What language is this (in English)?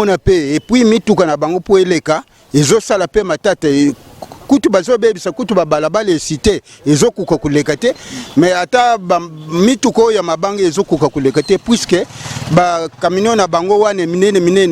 Lingala